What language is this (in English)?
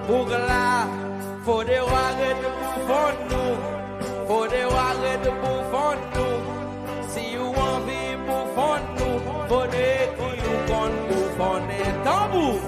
Seselwa Creole French